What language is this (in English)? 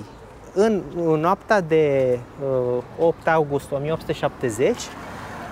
Romanian